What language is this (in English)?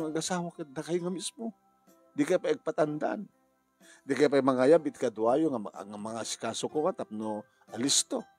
Iloko